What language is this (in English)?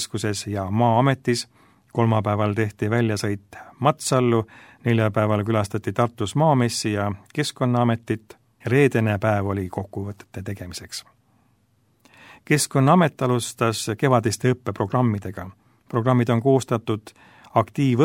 Estonian